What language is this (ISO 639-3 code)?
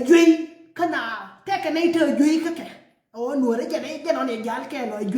nus